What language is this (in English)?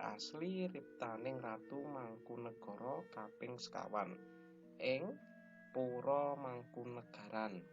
Javanese